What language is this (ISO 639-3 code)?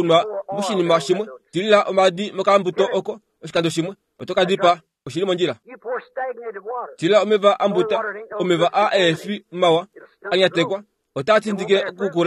kua